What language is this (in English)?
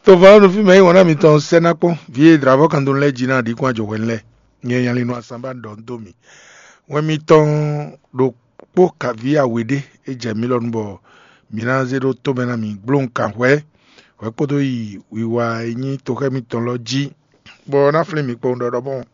Fon